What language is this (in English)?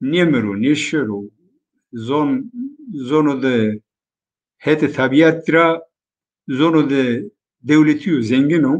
Zaza